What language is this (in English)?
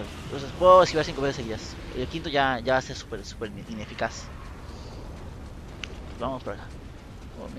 Spanish